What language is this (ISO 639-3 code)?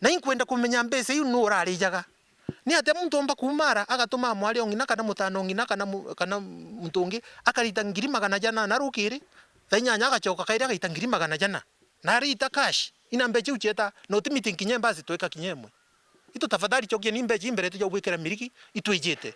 mer